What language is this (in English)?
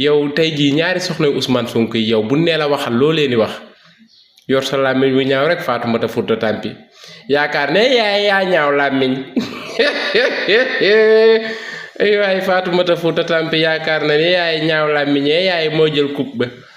Wolof